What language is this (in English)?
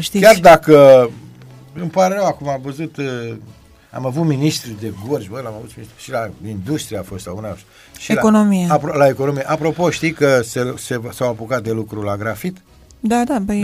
Romanian